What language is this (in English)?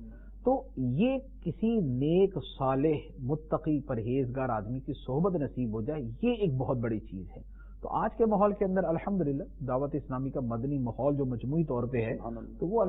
Urdu